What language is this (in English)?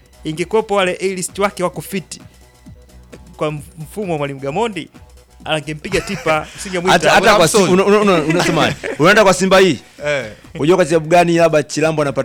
Swahili